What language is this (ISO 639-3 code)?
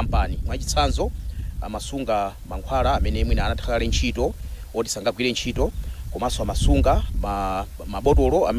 nya